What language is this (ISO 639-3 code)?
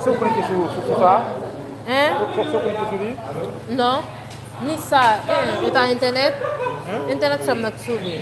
hat